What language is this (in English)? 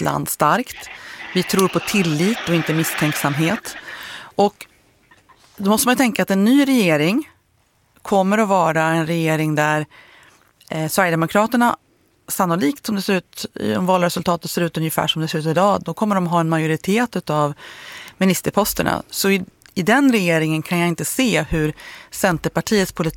Swedish